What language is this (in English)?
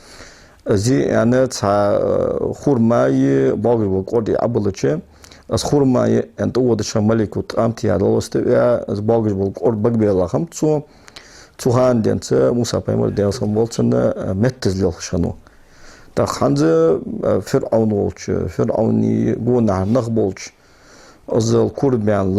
Ingush